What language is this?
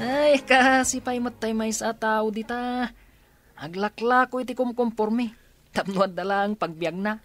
Iloko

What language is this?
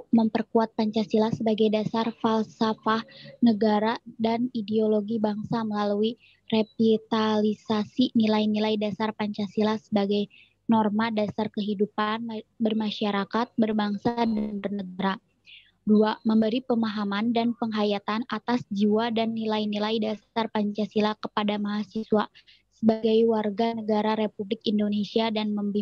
Indonesian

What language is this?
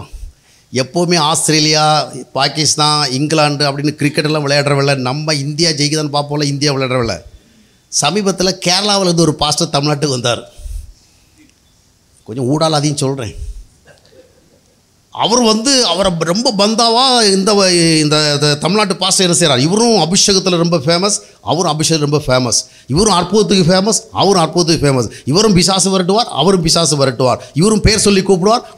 Tamil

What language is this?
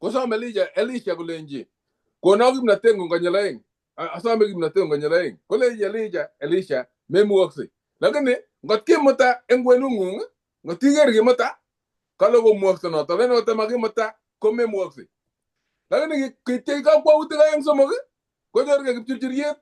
Kalenjin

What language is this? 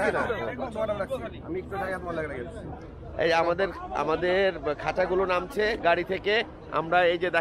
Bangla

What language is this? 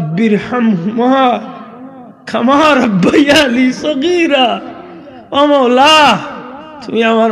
Sylheti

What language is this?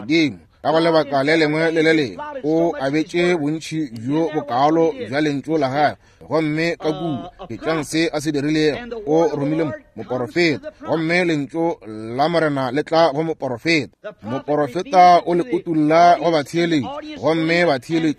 Northern Sotho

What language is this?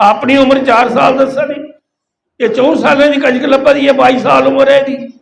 Dogri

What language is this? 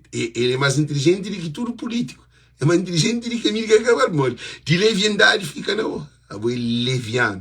Kabuverdianu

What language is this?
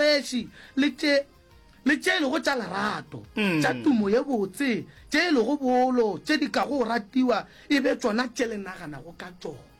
Northern Sotho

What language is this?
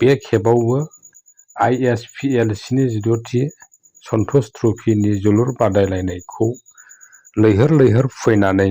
Bodo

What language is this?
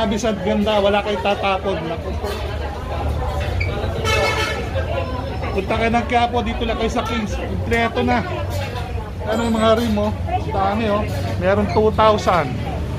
Filipino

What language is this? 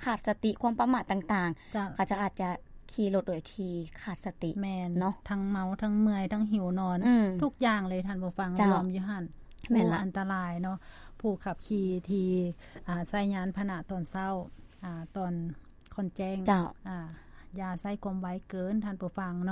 Lao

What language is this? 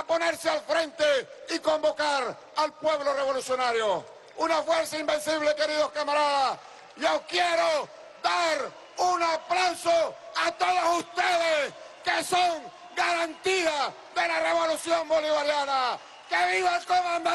Spanish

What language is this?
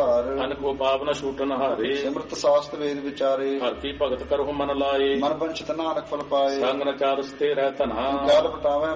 Punjabi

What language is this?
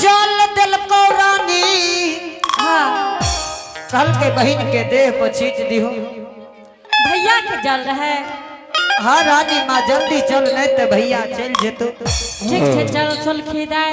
Angika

